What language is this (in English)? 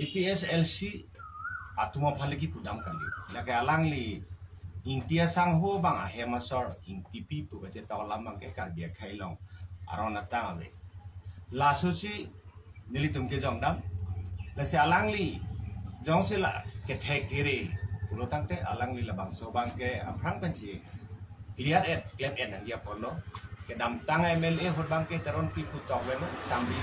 Karbi